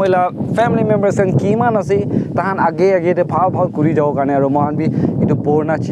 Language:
Naga Pidgin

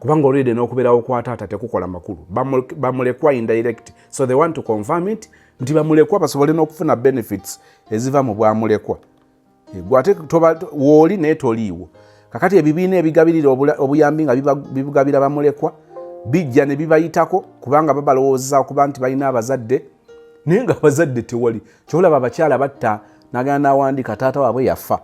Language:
Ganda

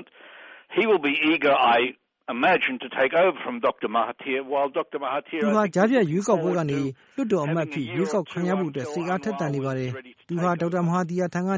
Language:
Burmese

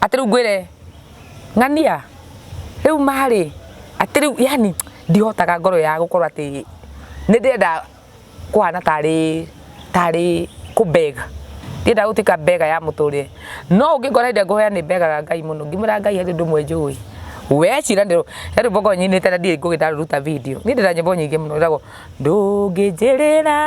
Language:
Kikuyu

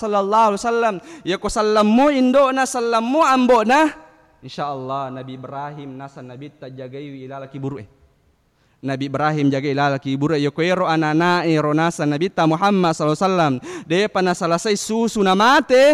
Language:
Buginese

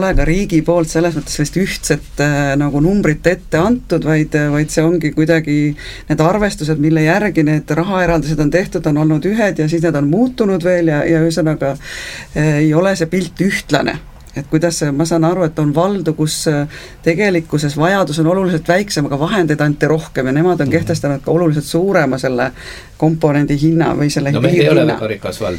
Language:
Estonian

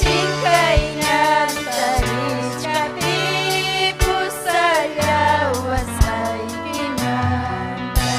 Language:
Ayacucho Quechua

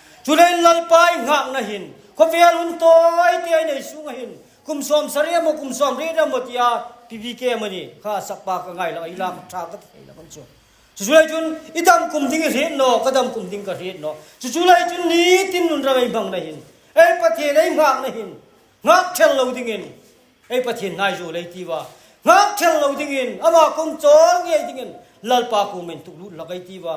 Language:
Hmar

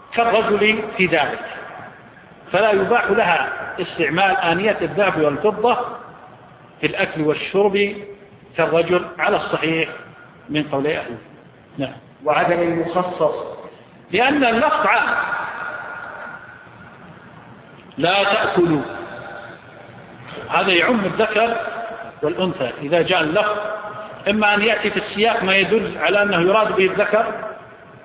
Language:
Arabic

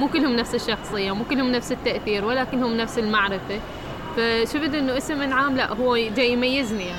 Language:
Mesopotamian Arabic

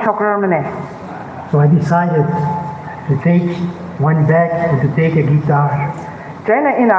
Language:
Tangkhul Naga (India)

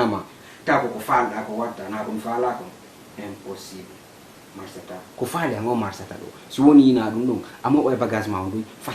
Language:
Fula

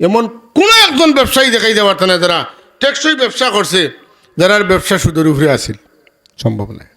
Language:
Sylheti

